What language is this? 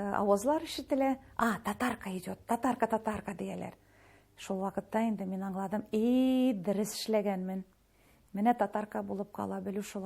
Tatar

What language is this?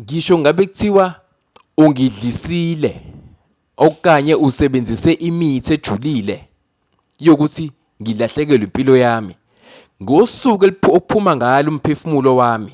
Zulu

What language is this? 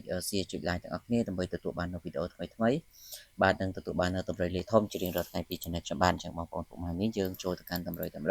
Khmer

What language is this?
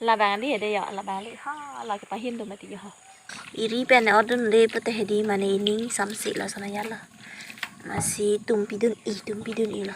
Karbi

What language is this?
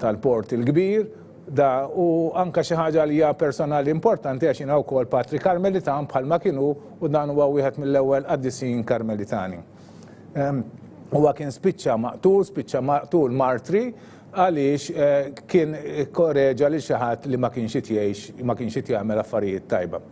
Maltese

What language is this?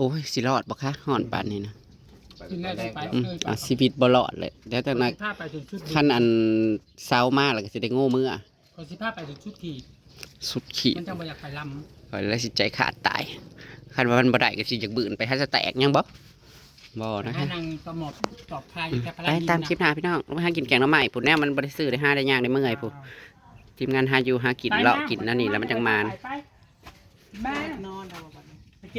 Northeastern Thai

